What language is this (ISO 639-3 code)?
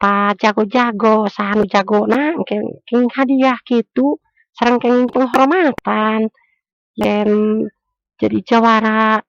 sun